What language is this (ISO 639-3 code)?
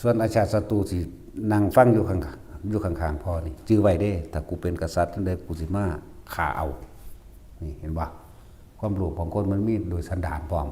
tts